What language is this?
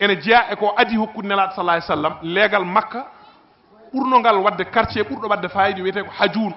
Fula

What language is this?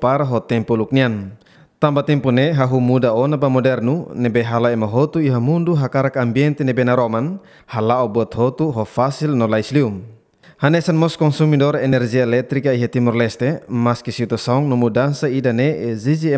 Tetum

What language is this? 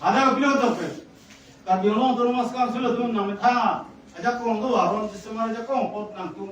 Karbi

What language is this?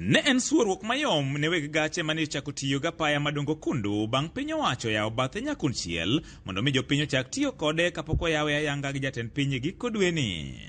Luo (Kenya and Tanzania)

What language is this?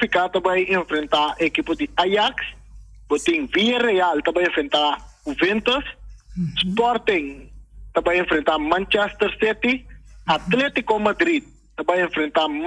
Papiamento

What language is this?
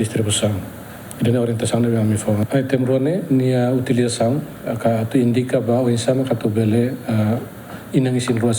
Tetum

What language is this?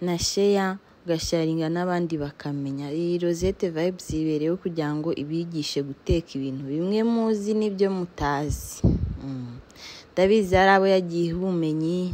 Kinyarwanda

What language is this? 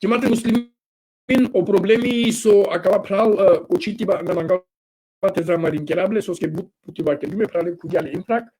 Balkan Romani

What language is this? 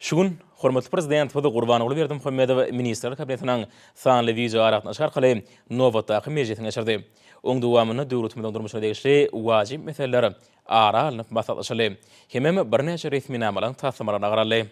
Turkmen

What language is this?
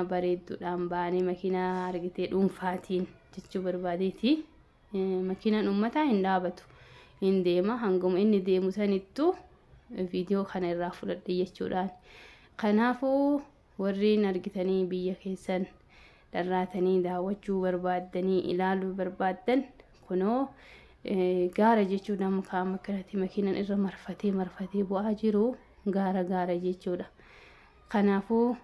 Oromo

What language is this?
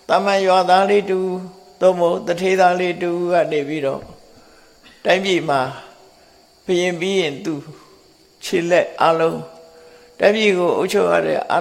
Burmese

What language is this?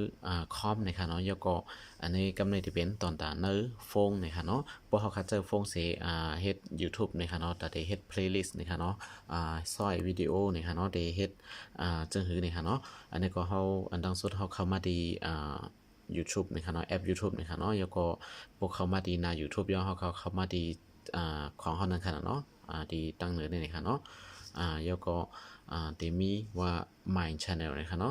Shan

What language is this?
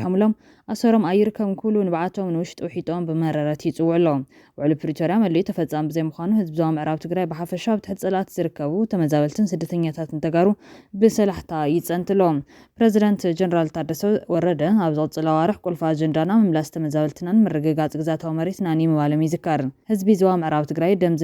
Tigrinya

